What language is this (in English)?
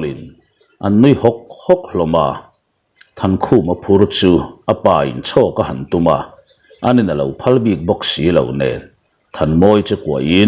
Mizo